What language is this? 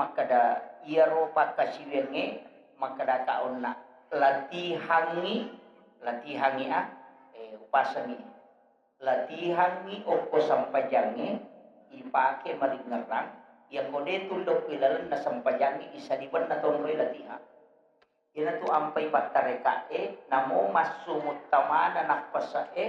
Buginese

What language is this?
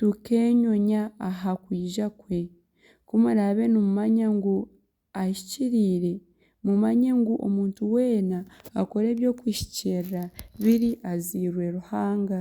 Nyankole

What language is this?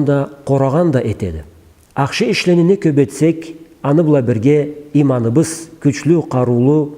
Karachay-Balkar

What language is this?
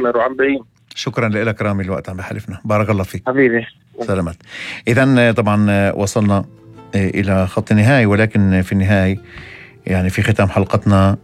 North Levantine Arabic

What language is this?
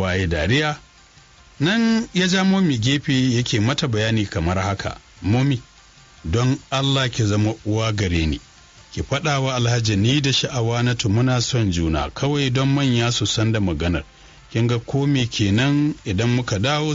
Hausa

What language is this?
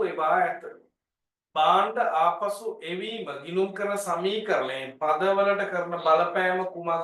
Sinhala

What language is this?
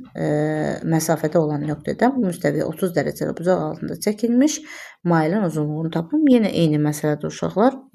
Azerbaijani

